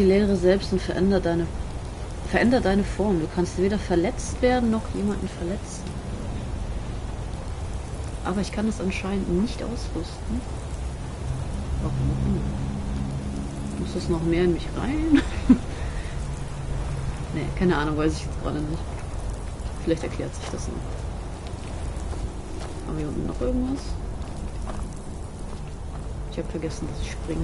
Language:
German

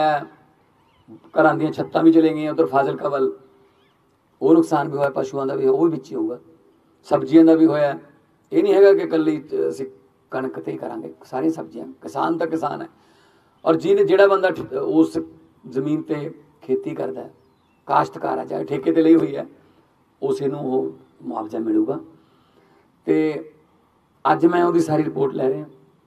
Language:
Punjabi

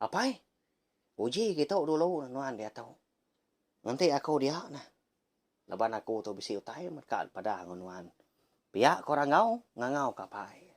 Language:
Iban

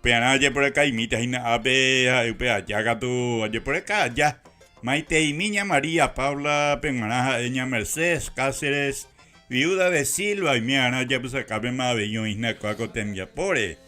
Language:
Guarani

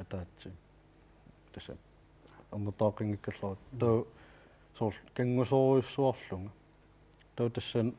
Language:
Kalaallisut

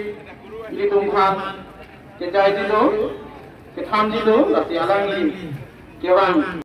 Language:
Karbi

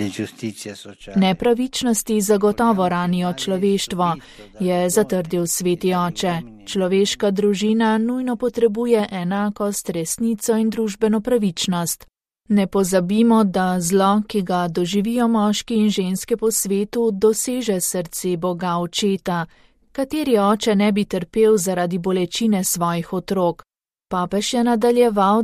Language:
Slovenian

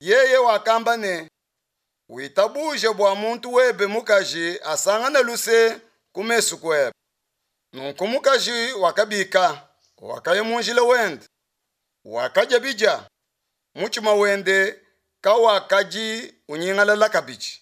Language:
Luba-Lulua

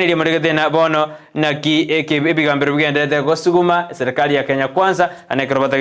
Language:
Gusii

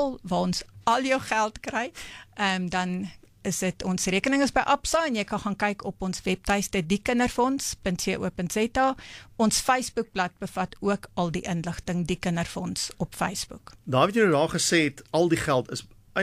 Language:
Afrikaans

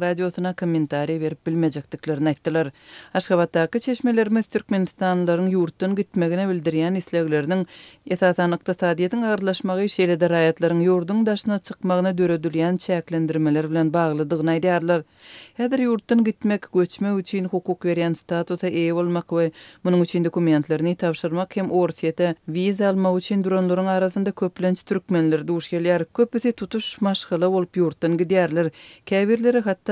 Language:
Turkmen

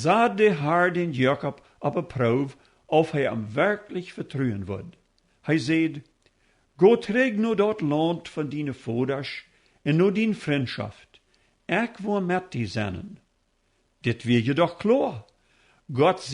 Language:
Plautdietsch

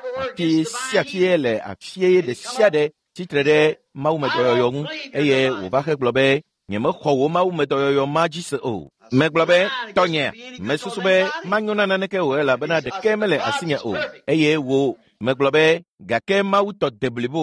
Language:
Ewe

